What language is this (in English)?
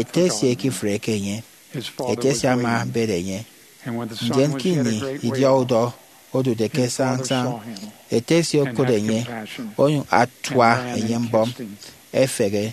Efik